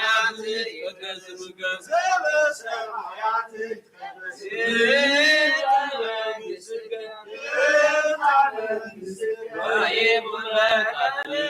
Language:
Geez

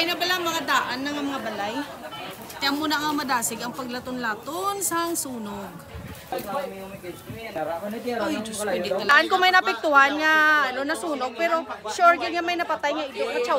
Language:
Hiligaynon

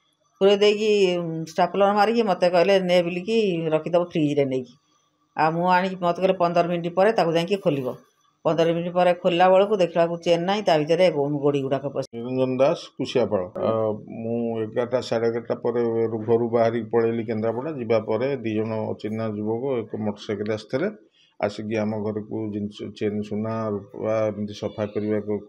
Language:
Odia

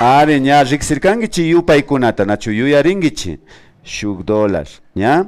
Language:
Imbabura Highland Quichua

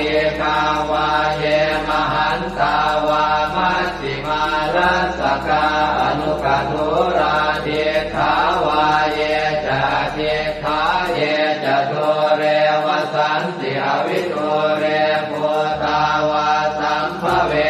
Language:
Pali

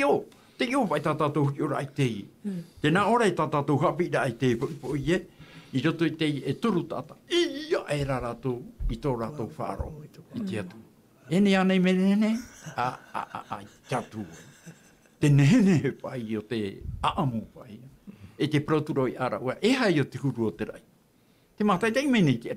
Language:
Tahitian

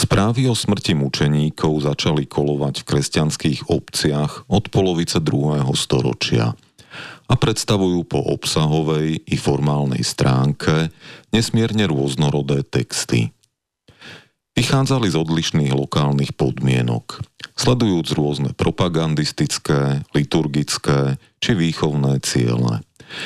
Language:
Slovak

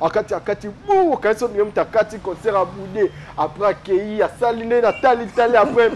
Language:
Lingala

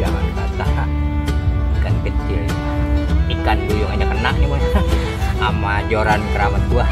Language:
Betawi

